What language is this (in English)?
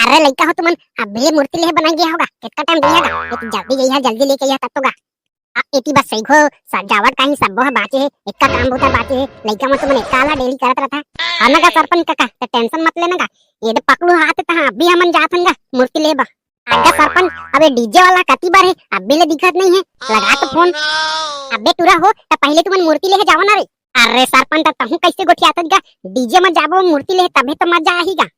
Chhattisgarhi